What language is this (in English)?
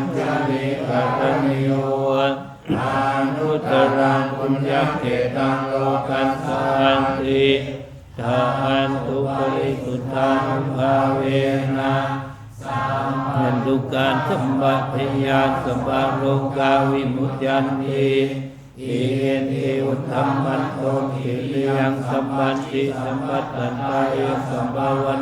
Pali